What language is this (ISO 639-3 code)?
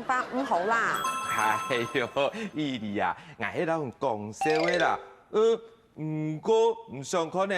hak